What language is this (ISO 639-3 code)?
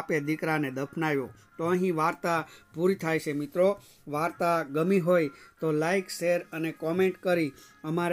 guj